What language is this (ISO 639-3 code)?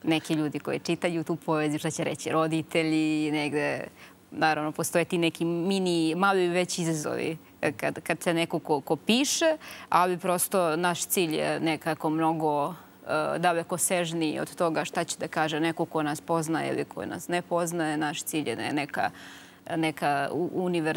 srp